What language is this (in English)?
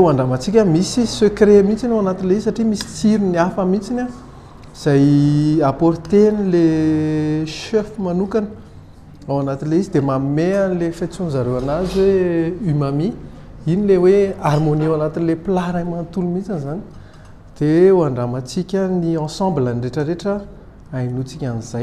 Malagasy